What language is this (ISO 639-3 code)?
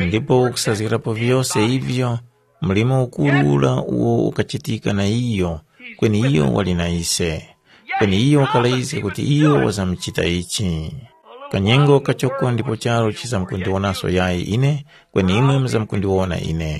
tum